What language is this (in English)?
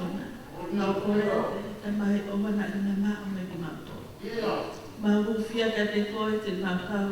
Tongan